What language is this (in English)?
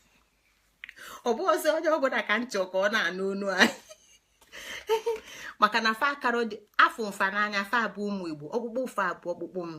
Igbo